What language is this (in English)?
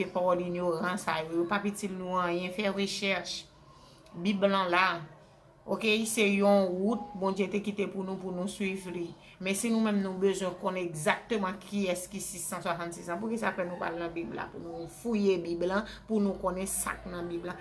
Haitian Creole